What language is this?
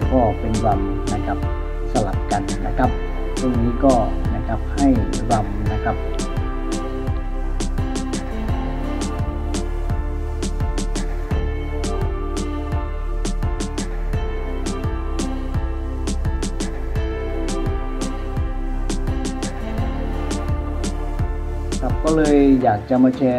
Thai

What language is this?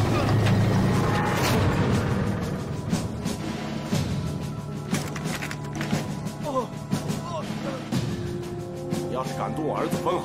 Chinese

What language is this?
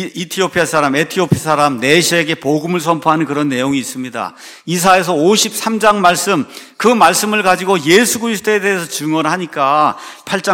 Korean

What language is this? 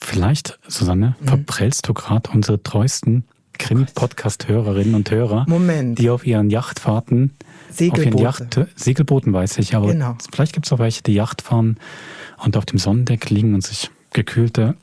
Swiss German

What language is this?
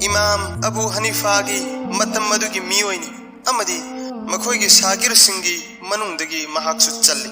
Manipuri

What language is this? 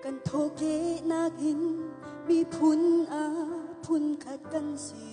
Hakha Chin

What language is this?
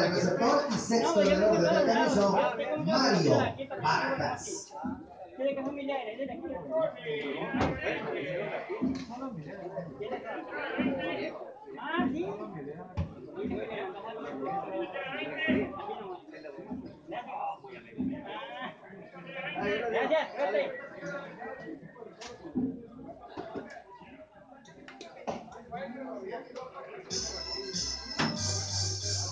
Spanish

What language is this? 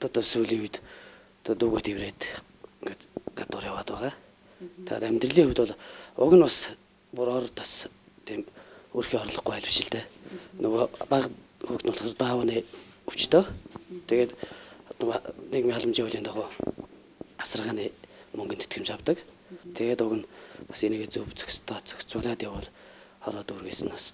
Mongolian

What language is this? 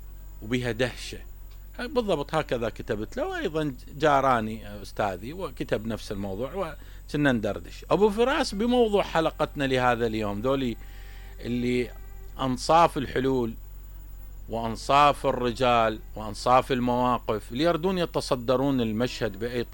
Mesopotamian Arabic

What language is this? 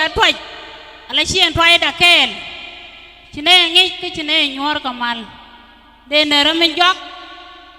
Nuer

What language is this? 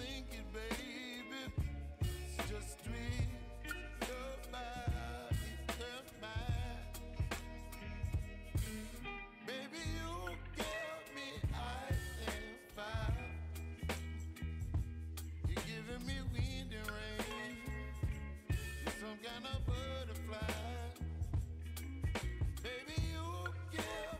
English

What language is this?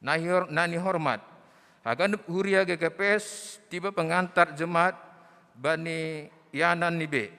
Batak Simalungun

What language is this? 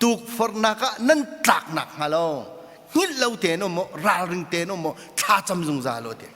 Hakha Chin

